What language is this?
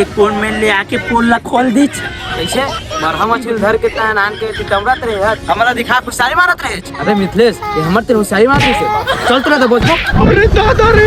Chhattisgarhi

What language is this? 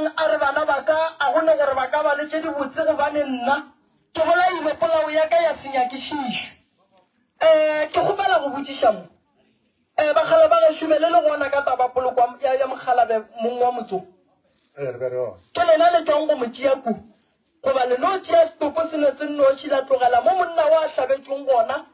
Northern Sotho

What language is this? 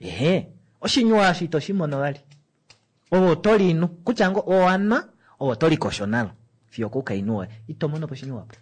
Kuanyama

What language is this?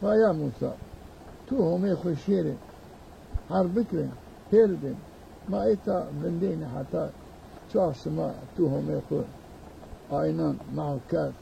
Zaza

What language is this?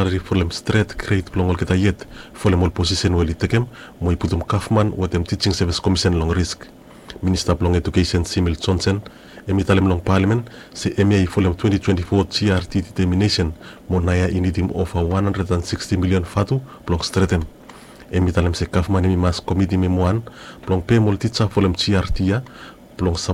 Bislama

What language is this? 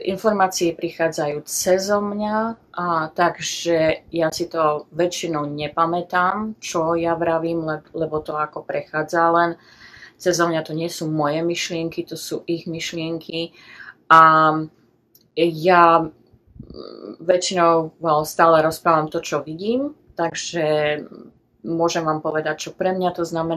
Slovak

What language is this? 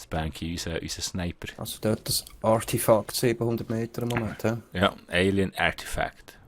Swiss German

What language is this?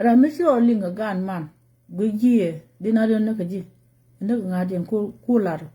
Nuer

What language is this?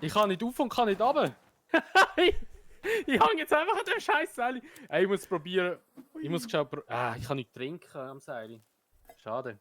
Swiss German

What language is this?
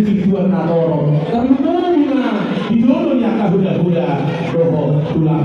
Batak Toba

